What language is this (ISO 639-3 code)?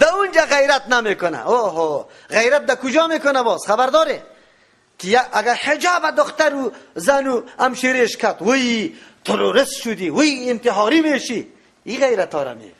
fas